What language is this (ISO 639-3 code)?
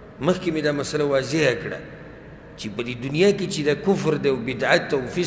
pus